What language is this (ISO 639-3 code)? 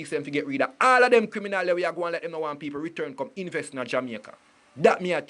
jam